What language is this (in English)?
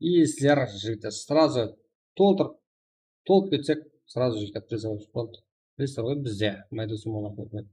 Kara-Kalpak